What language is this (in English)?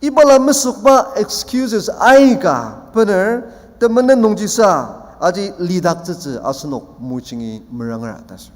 Ao Naga